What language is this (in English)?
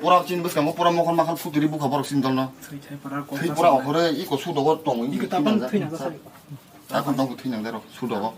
Kok Borok